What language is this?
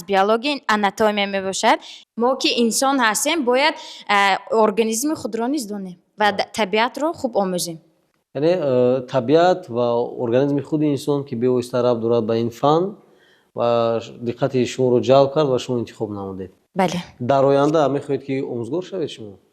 Tajik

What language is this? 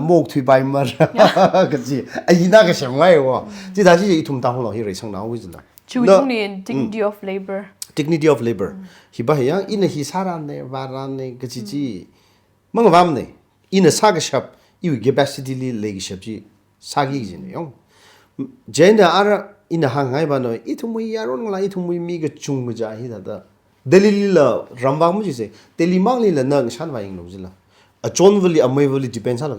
Tangkhul Naga (India)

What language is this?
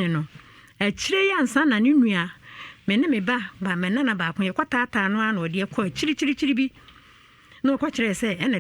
Akan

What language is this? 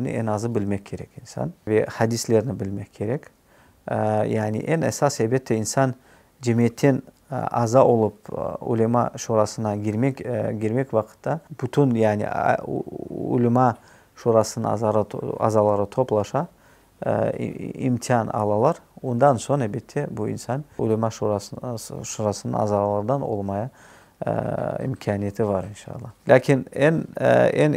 Crimean Tatar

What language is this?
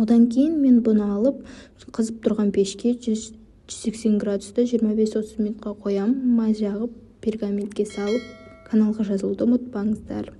Kazakh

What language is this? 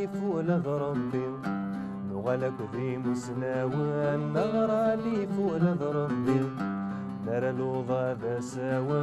Kabyle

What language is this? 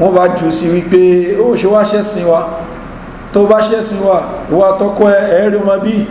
Yoruba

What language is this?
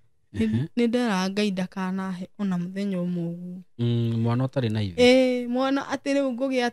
Kikuyu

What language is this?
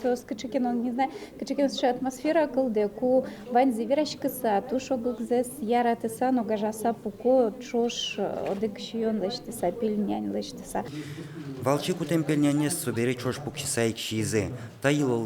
Udmurt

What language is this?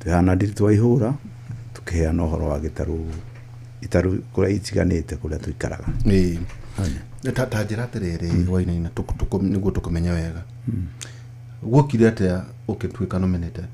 Kikuyu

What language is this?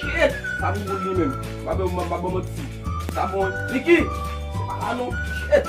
Haitian Creole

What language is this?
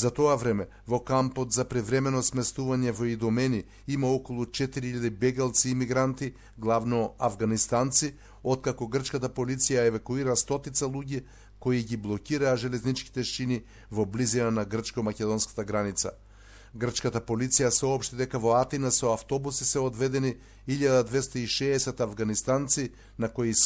Macedonian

